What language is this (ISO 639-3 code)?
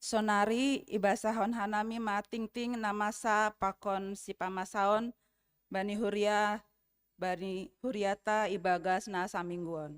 bts